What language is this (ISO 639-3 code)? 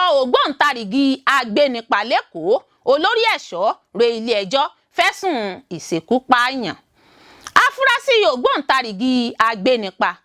yor